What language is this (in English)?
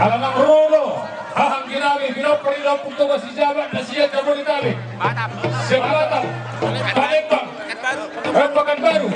Batak Toba